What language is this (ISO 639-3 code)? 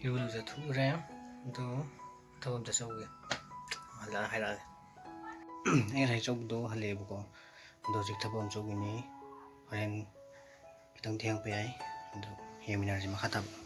mni